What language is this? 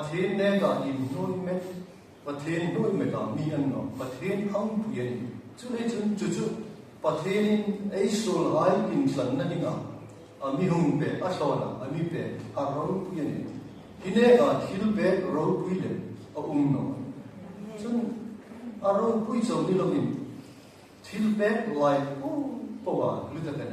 Hmar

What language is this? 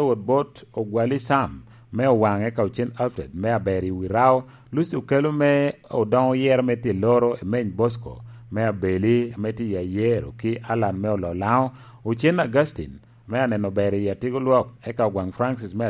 Lango (Uganda)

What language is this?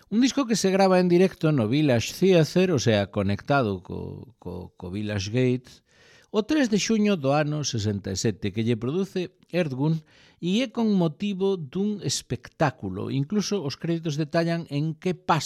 Galician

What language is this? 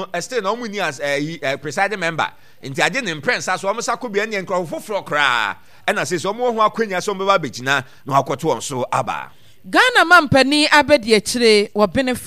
Akan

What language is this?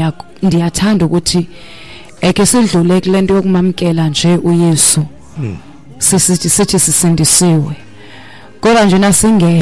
Xhosa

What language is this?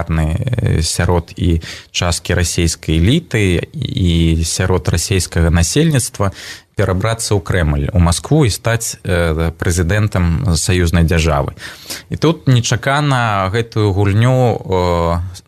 Belarusian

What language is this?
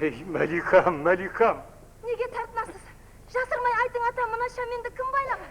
Kara-Kalpak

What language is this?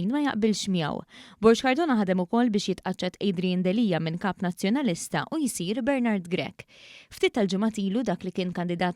Maltese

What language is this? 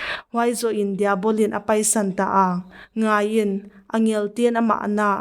Paite Chin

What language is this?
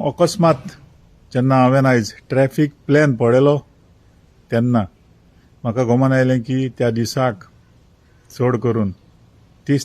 Konkani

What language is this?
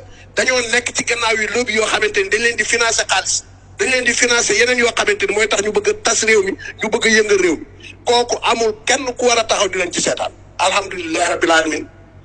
Wolof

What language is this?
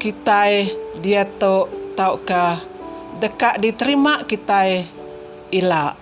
Iban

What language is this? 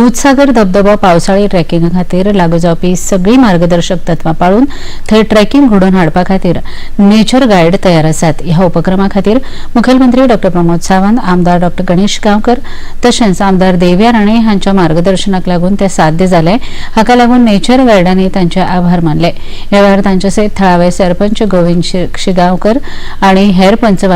Konkani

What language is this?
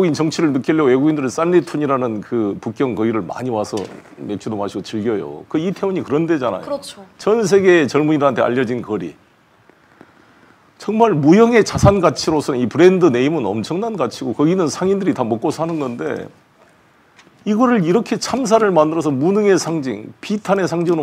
Korean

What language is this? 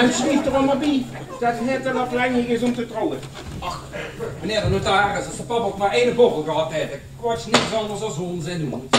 Limburgish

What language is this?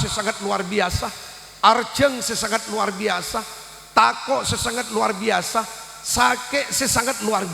Madurese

